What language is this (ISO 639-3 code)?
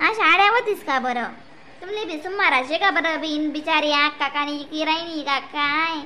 khn